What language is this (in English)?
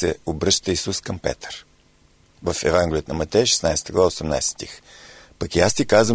Bulgarian